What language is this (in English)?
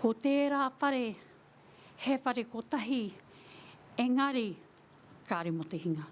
Māori